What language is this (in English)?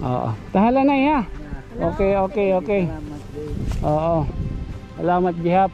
Waray